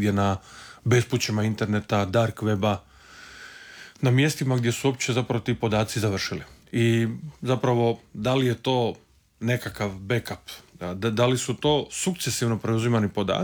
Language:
Croatian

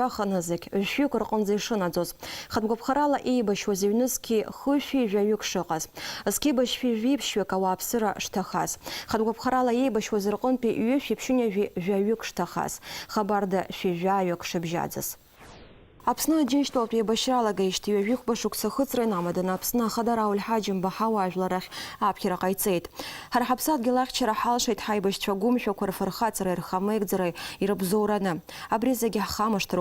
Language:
Abkhazian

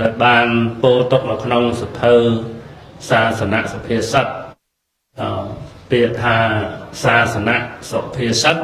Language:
Khmer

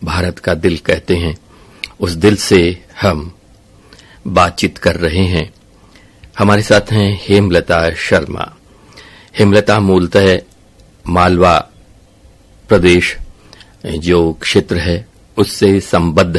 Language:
Hindi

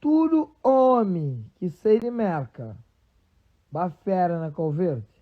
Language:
Kabuverdianu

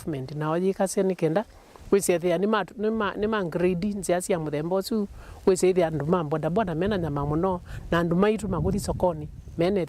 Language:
Kamba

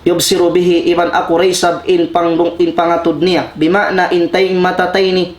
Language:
Tausug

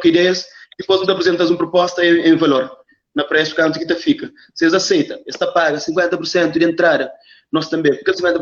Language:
Kabuverdianu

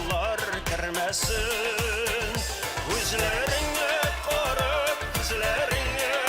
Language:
Bashkir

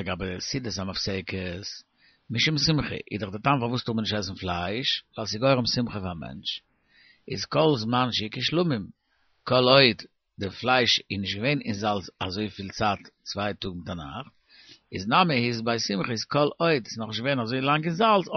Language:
Yiddish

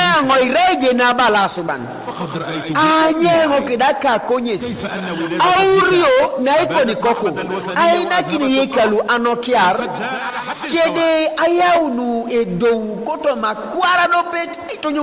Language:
Teso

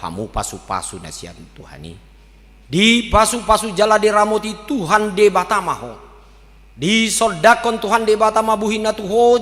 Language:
Batak Toba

